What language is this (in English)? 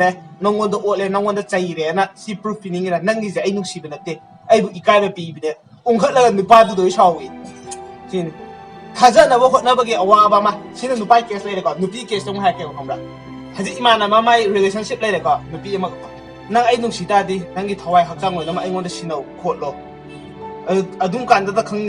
Manipuri